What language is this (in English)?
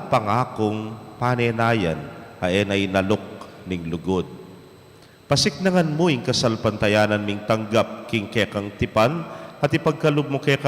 Pampanga